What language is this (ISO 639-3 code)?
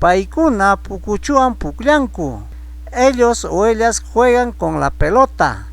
quy